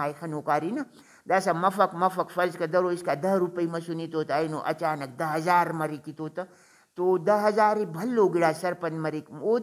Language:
Brahui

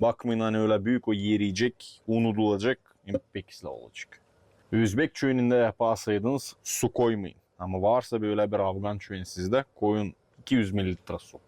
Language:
Gagauz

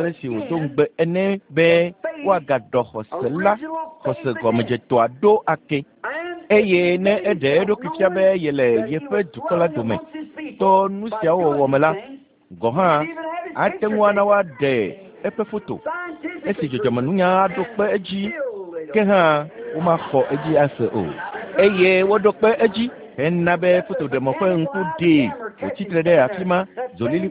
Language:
Ewe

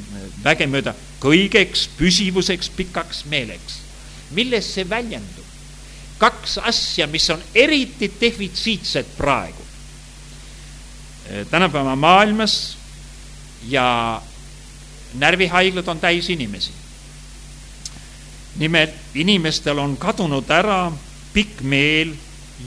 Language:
Estonian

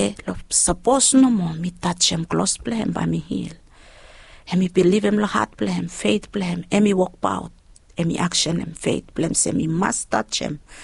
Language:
Bislama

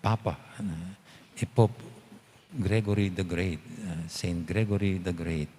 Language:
Pampanga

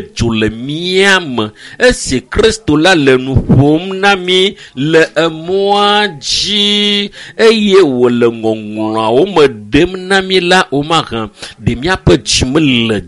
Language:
Ewe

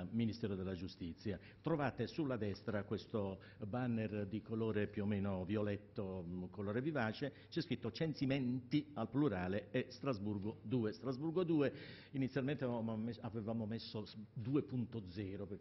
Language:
Italian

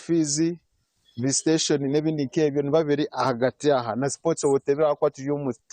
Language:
Nyankole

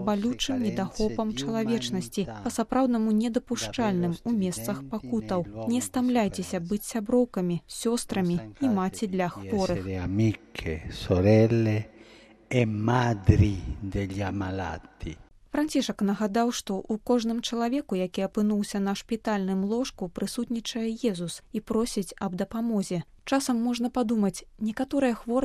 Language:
Belarusian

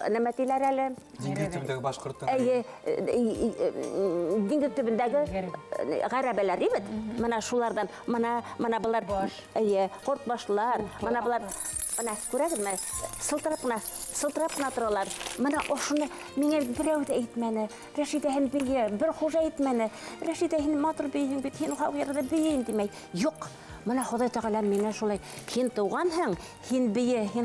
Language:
Bashkir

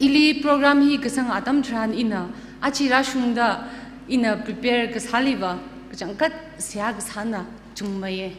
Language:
Tangkhul Naga (India)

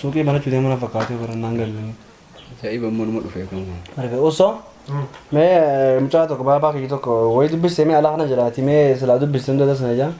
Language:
Oromo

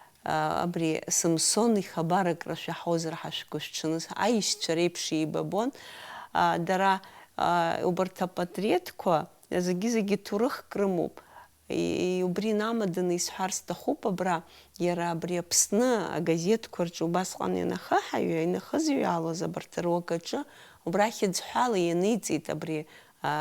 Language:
Abkhazian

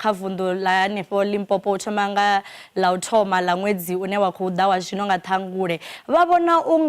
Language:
Venda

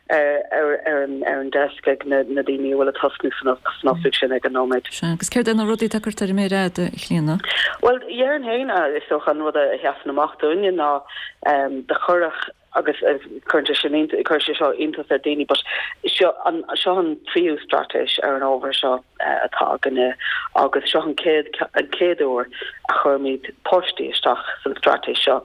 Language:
Irish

